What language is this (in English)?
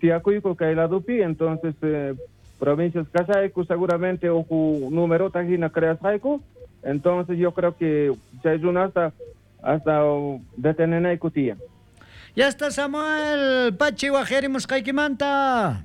South Bolivian Quechua